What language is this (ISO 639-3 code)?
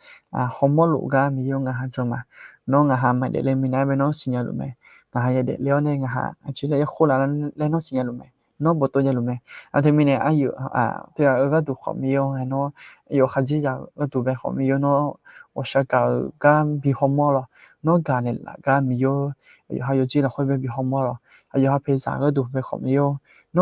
ahk